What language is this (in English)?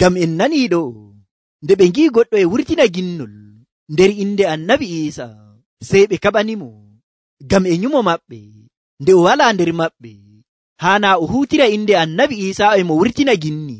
Nigerian Fulfulde